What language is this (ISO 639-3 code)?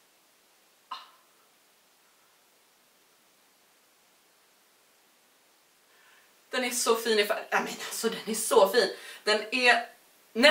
swe